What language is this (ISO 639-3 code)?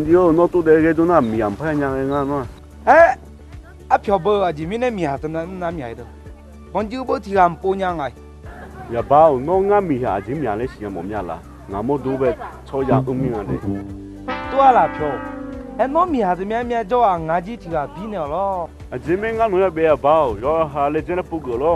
ahk